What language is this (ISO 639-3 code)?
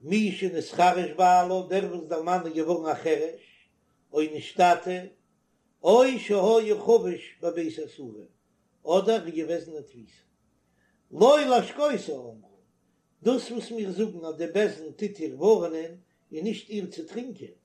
yid